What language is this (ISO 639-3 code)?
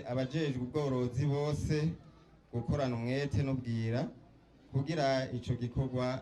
run